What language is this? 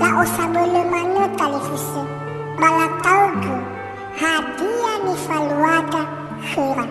Nias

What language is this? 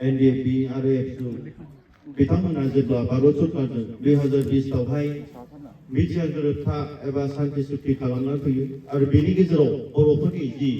Bodo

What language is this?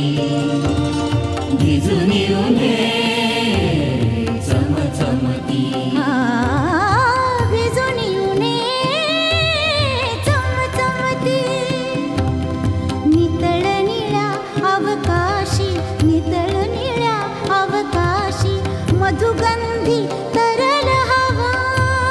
Marathi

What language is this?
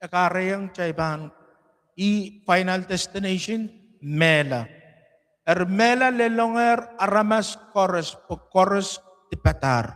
Pohnpeian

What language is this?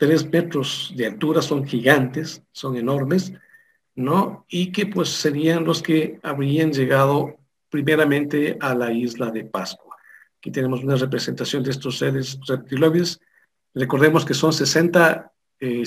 Spanish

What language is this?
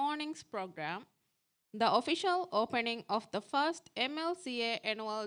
Divehi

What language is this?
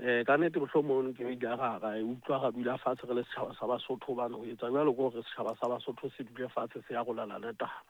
Southern Sotho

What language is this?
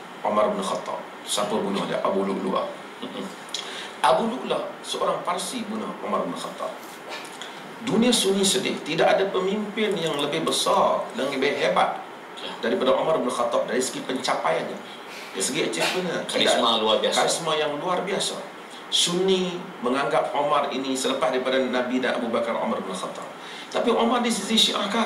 Malay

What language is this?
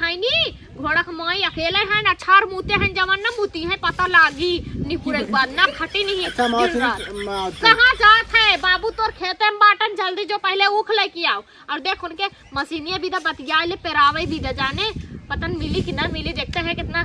Awadhi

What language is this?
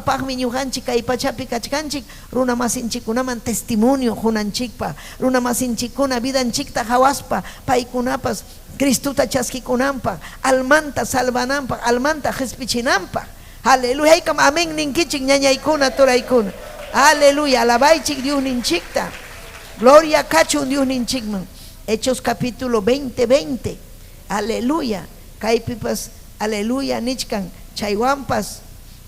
Ayacucho Quechua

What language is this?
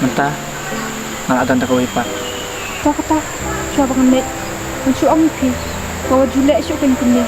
Khasi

